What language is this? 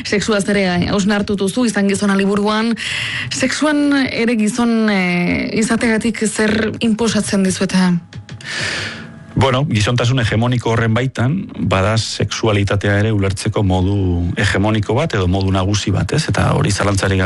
Basque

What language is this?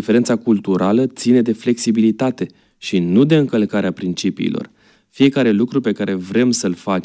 Romanian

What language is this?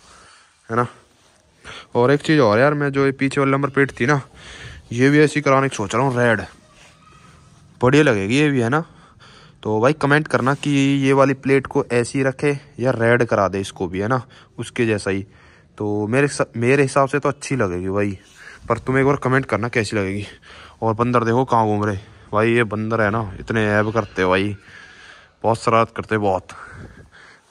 Hindi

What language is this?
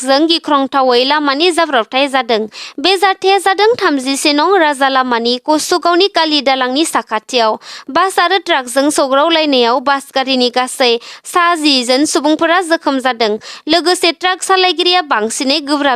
Bodo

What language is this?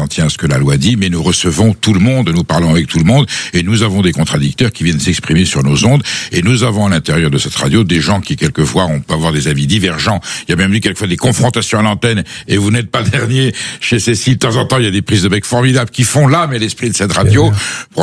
French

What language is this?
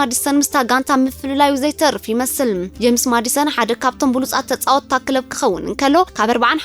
Tigrinya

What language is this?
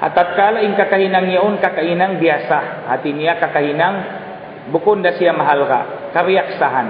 Tausug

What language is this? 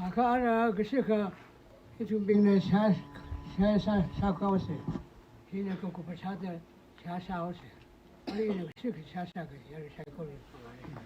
Tangkhul Naga (India)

